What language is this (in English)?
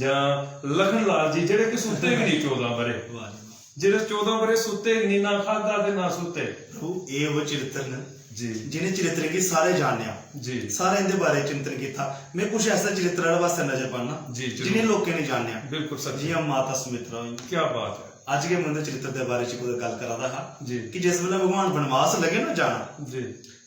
Dogri